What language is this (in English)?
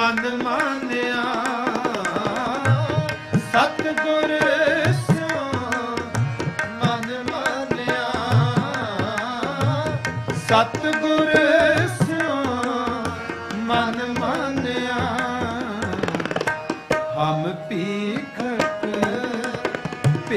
Punjabi